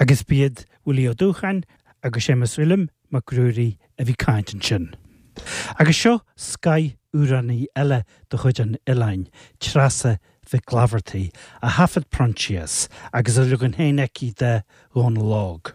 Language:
Irish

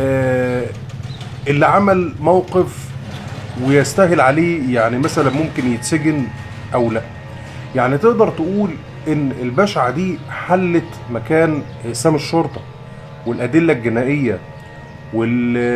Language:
Egyptian Arabic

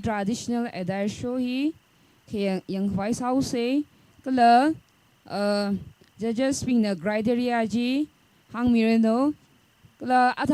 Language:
Tangkhul Naga (India)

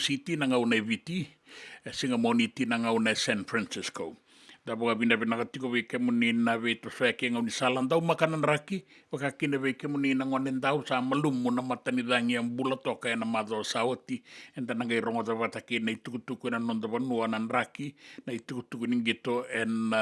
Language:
Fijian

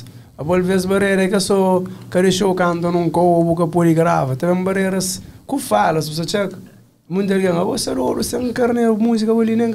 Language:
Kabuverdianu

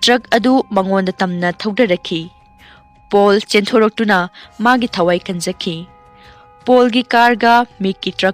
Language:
Manipuri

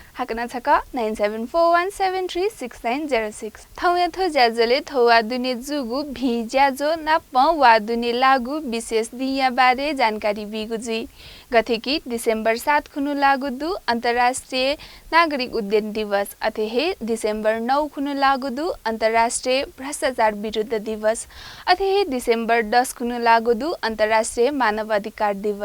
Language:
Newari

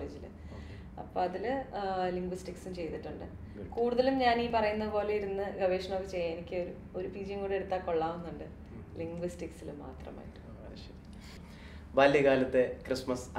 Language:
Malayalam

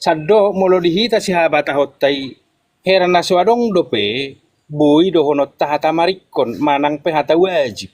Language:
Batak Toba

